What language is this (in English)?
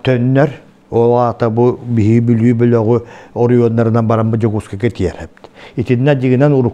Yakut